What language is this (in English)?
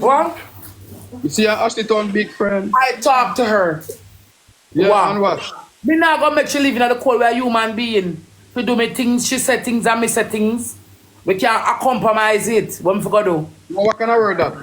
Jamaican Creole English